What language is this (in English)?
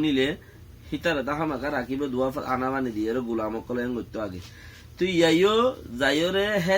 Rohingya